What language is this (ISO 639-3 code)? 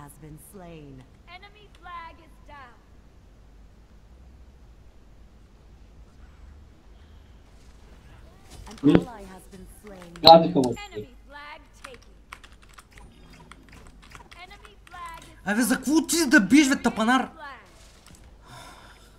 bul